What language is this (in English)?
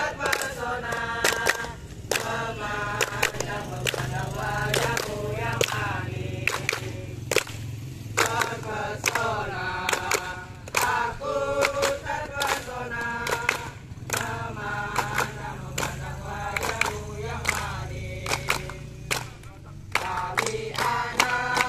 Indonesian